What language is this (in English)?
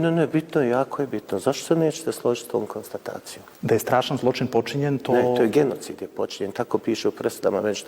Bosnian